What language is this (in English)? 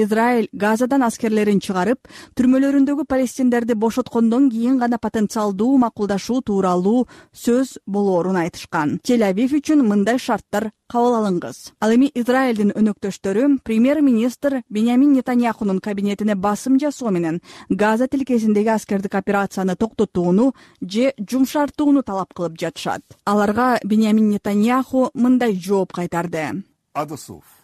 Kyrgyz